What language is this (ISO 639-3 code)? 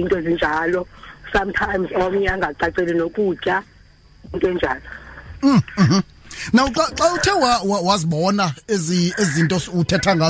xho